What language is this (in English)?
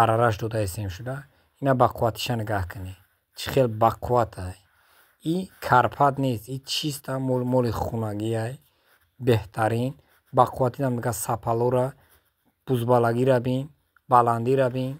Tajik